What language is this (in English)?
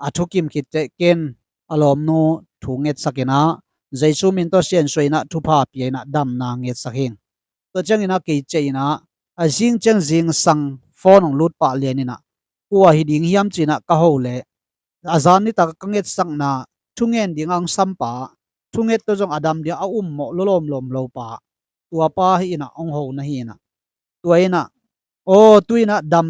Tedim Chin